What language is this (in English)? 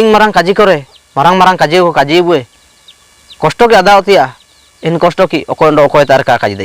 Ho